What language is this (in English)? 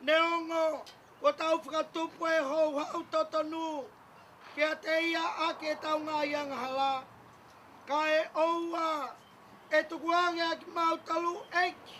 Tongan